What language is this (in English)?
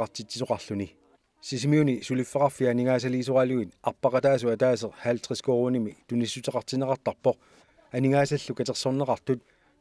Kalaallisut